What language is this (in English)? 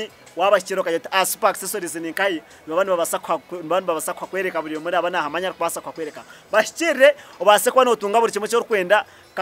Nyankole